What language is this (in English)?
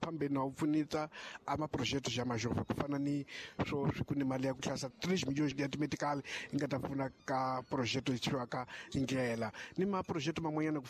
Tsonga